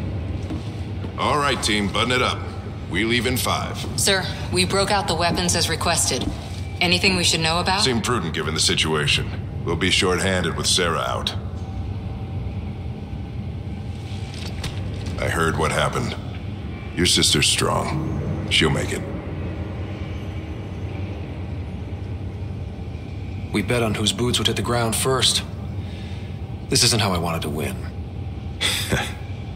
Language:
English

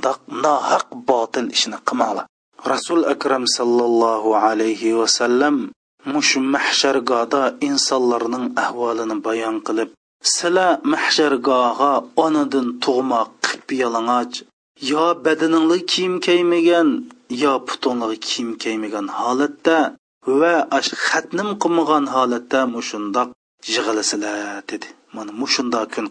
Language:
Uyghur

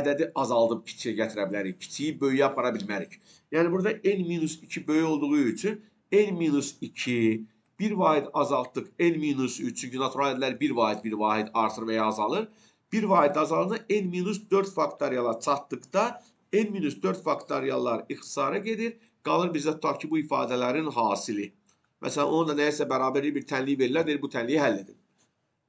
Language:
Azerbaijani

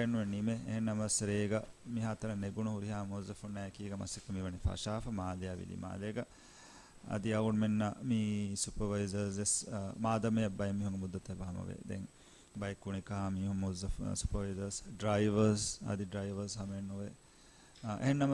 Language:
Divehi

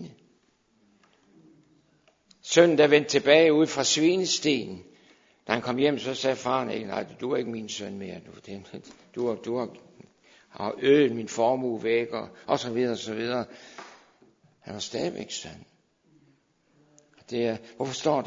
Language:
Danish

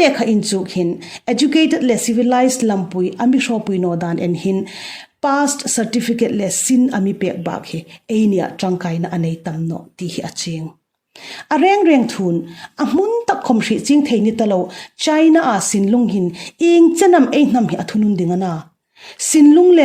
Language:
Hmar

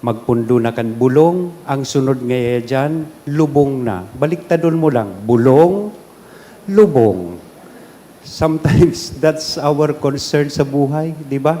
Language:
Bikol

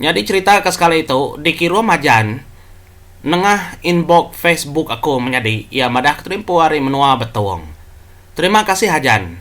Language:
Iban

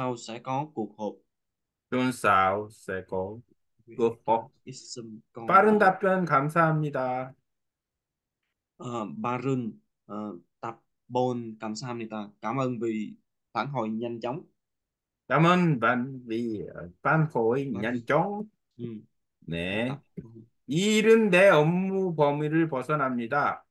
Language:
Vietnamese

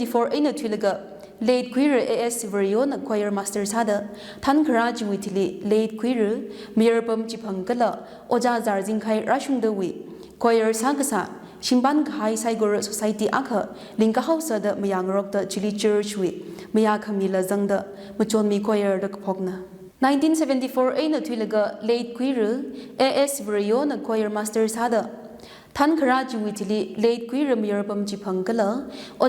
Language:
Tangkhul Naga (India)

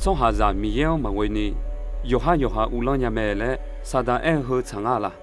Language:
Akha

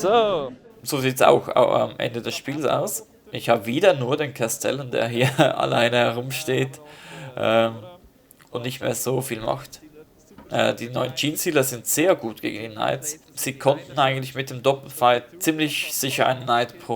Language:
Swiss German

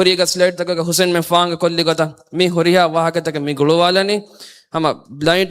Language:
Divehi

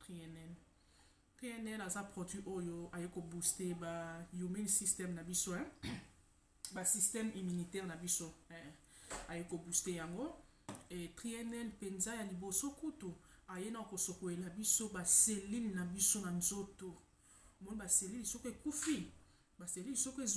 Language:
Lingala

